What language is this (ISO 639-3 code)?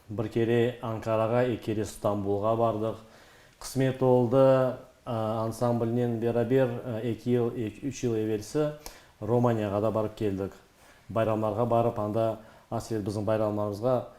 crh